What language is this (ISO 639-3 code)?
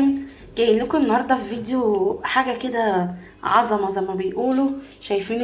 arz